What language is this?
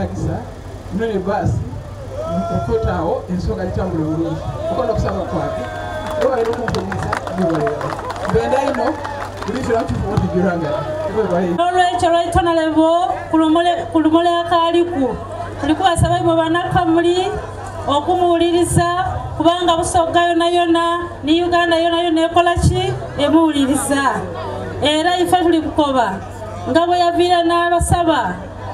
Soga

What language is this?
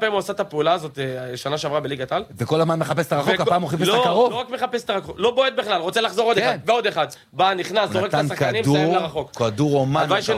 Hebrew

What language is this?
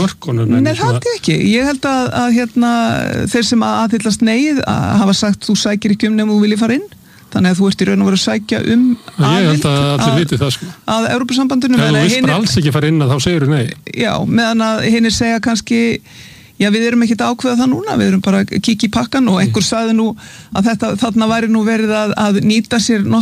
Icelandic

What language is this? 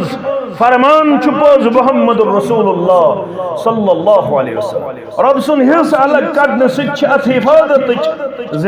Kashmiri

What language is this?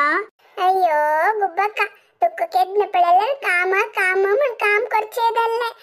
Konkani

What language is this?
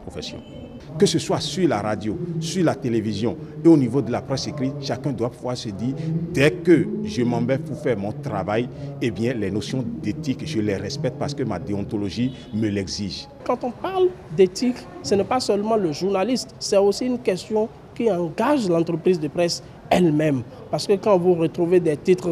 French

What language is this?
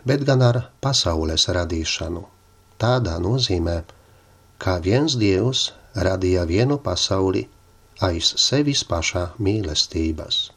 Latvian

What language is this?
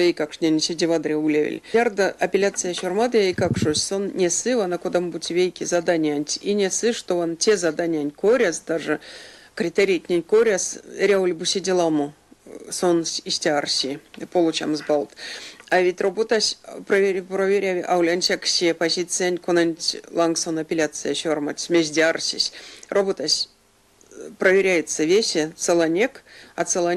Erzya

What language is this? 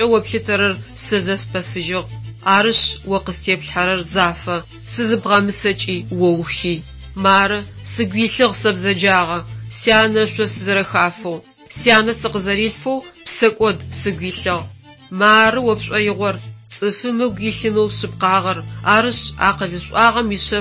Adyghe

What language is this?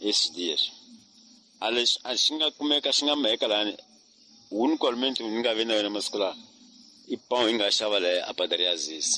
Tsonga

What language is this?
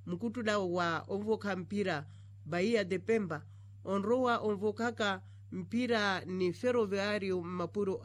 Makhuwa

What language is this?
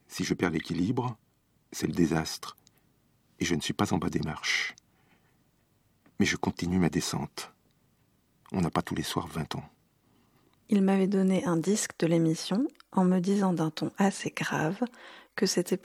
French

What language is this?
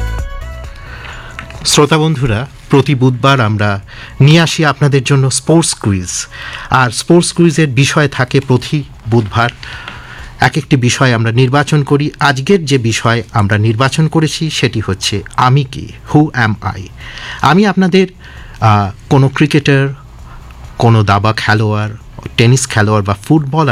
Bangla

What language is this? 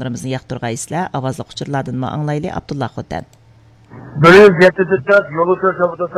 Uyghur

